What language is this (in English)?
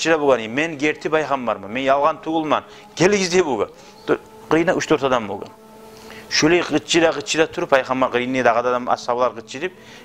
Kumyk